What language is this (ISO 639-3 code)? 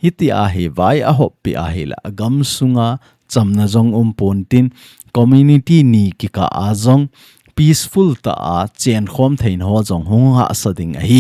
tcz